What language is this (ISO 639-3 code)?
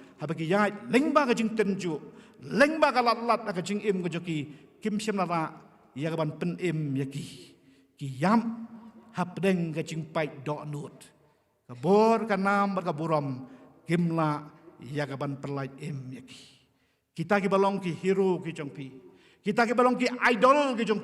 kha